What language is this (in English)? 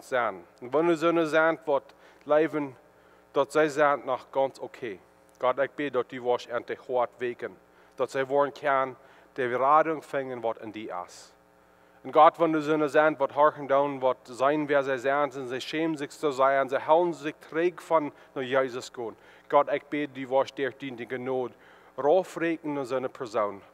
Plautdietsch